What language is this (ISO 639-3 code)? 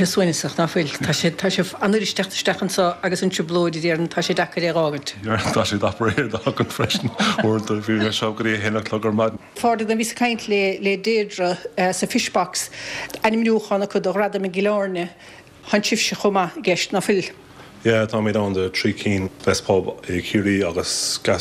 gle